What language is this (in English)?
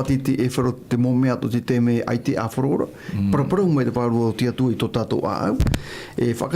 Tahitian